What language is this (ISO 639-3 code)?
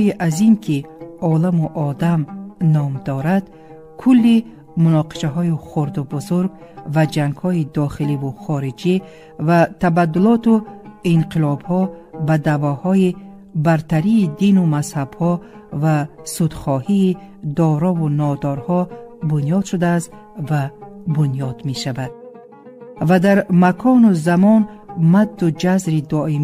tgk